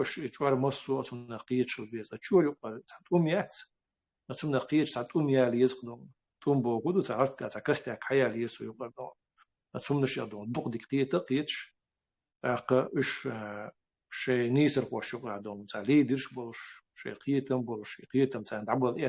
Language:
Chechen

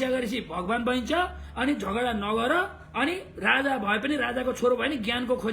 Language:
Nepali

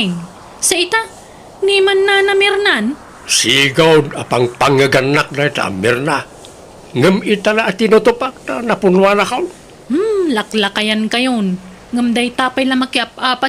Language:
Iloko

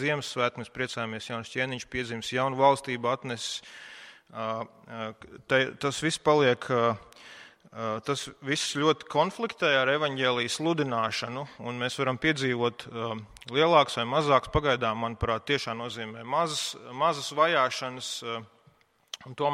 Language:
Latvian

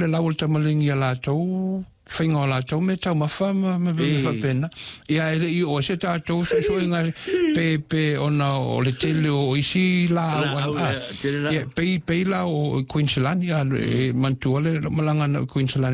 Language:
Samoan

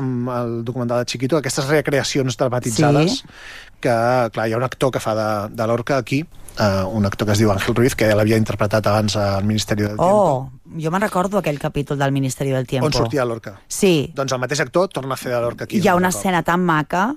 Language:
Catalan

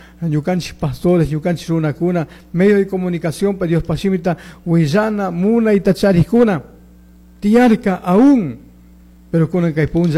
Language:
Chimborazo Highland Quichua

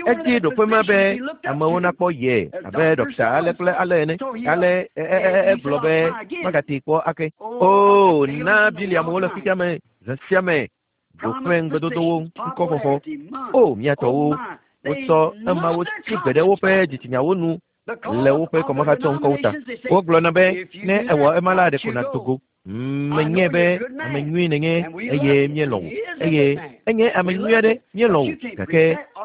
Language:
Ewe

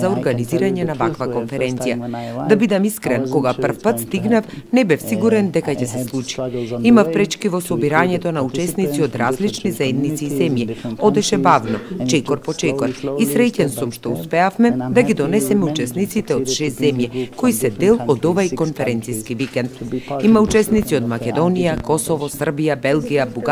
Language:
Macedonian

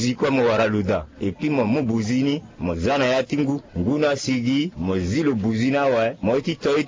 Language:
Sango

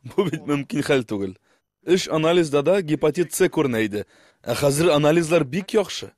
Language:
Tatar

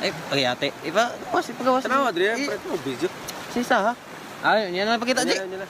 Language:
Cebuano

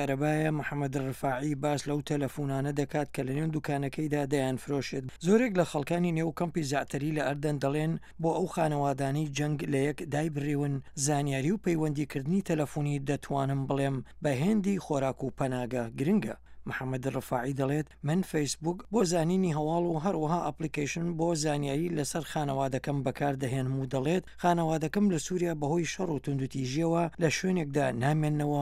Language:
Central Kurdish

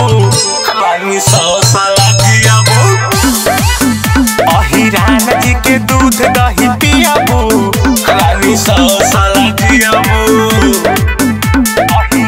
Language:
Bhojpuri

